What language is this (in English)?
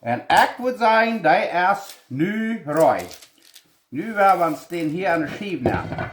Plautdietsch